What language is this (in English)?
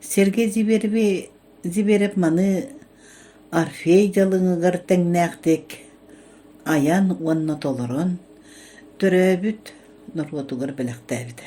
Yakut